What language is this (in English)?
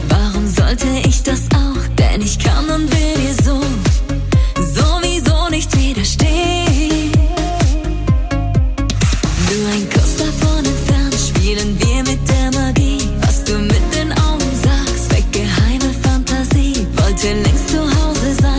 German